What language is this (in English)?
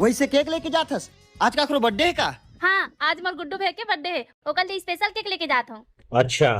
Chhattisgarhi